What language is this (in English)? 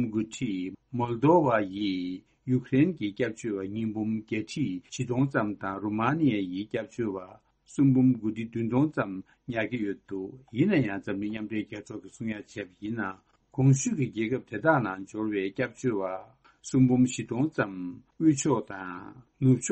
Tibetan